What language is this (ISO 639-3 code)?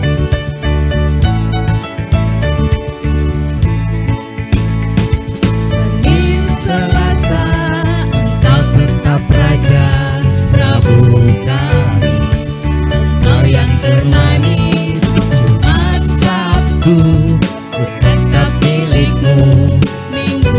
ind